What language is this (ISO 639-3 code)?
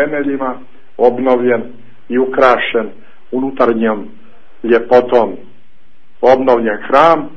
hrv